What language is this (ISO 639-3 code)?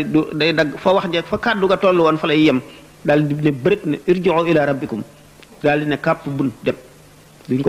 wol